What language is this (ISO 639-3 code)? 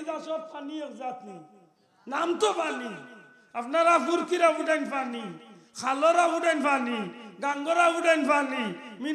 syl